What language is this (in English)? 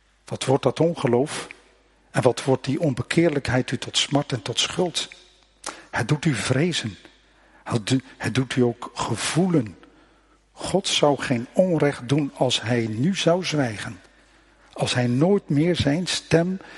Dutch